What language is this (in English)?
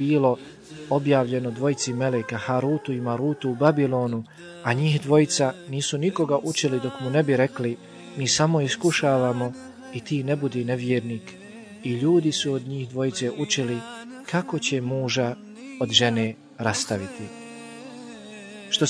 Bosnian